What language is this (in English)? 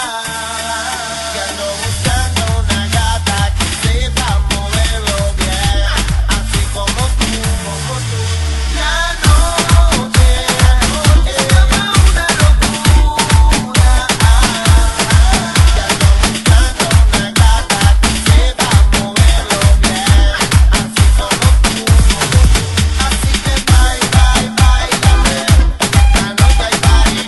Spanish